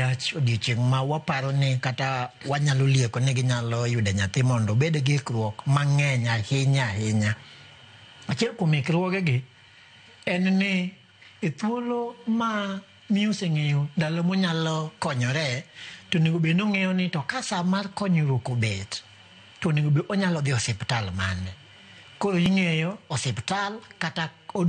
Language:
Luo (Kenya and Tanzania)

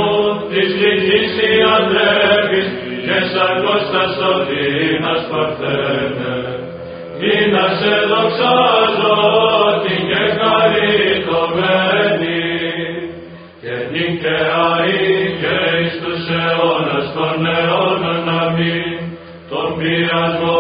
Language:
Greek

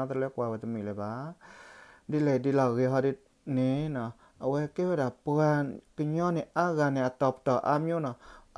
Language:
S'gaw Karen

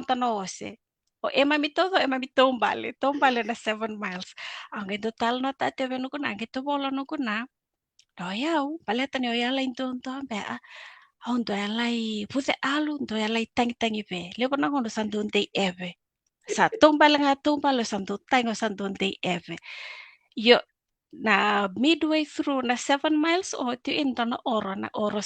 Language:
Fijian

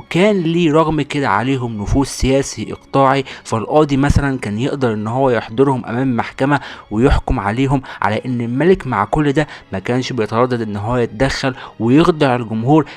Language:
Egyptian Arabic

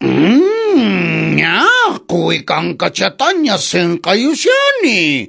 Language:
Quechua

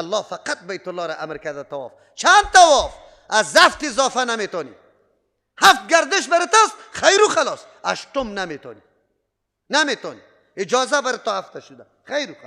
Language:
Persian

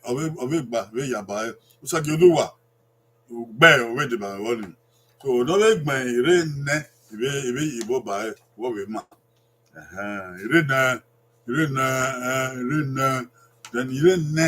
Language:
Bini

